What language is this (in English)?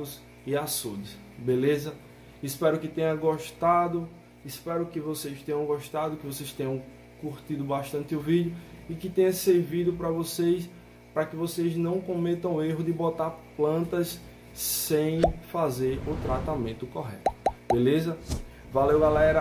Portuguese